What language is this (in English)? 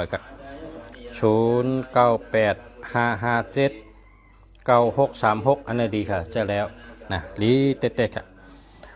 Shan